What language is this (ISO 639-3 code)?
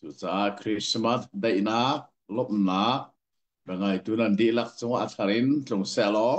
cnh